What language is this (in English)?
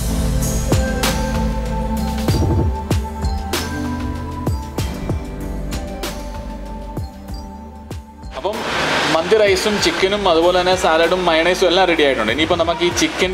Malayalam